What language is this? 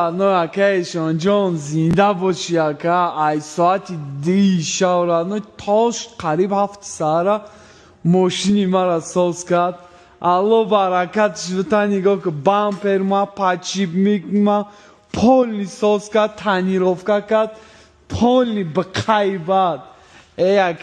Tajik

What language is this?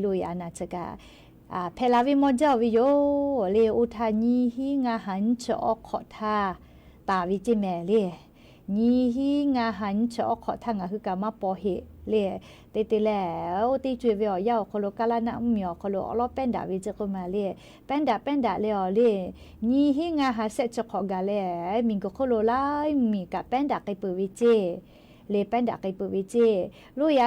Lahu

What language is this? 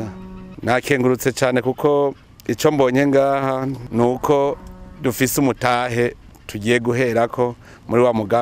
Rundi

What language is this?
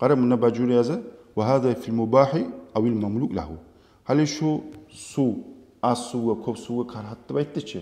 Kumyk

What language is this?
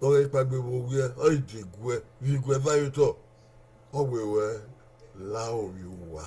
Bini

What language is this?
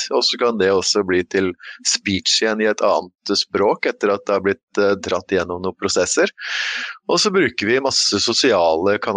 Norwegian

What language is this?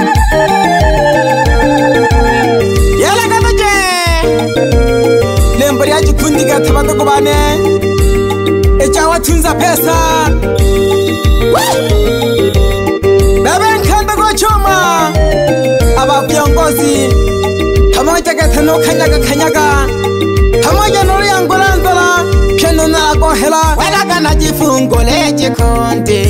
Swahili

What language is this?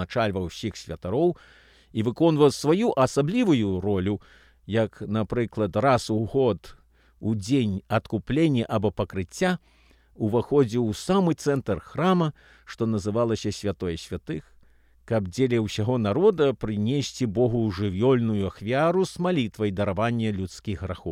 Belarusian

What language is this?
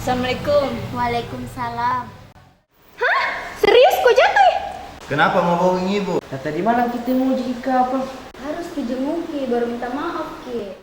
Makassar Malay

